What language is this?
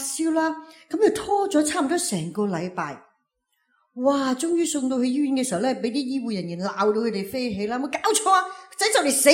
Cantonese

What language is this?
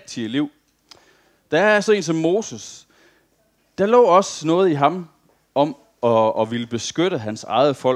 Danish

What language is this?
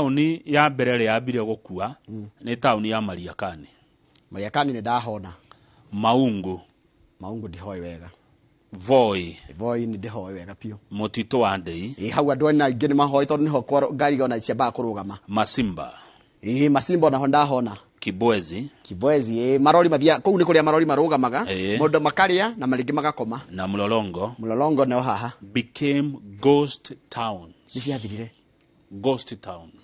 Kikuyu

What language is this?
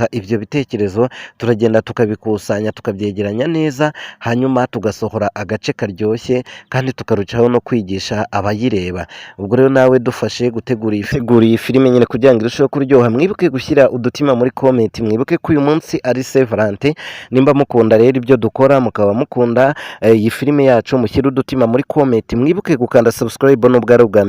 Kinyarwanda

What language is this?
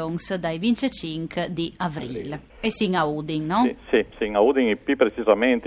Friulian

